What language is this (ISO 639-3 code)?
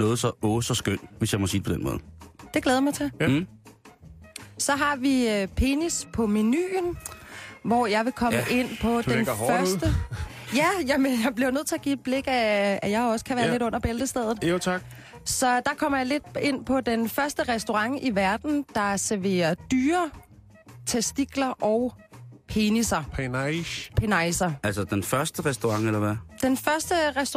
dan